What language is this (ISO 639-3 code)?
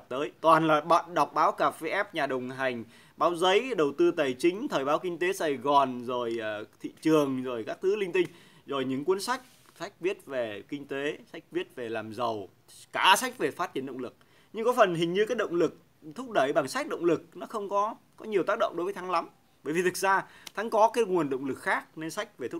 vie